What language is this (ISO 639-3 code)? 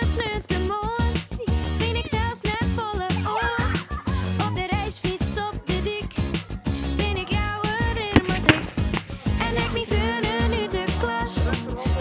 fry